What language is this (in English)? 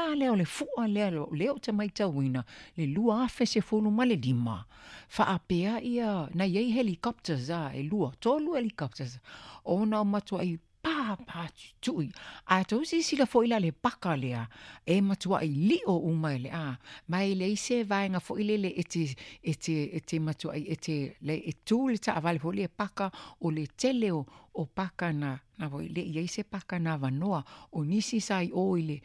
Samoan